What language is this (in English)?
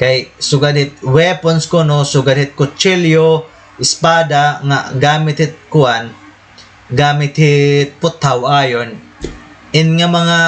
Waray